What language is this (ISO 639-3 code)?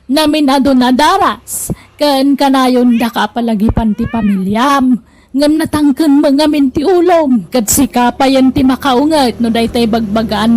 ilo